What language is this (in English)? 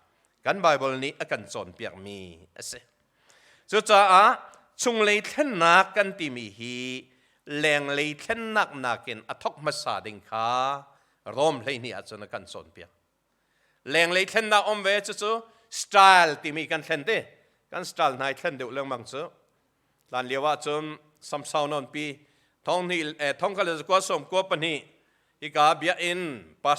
Hakha Chin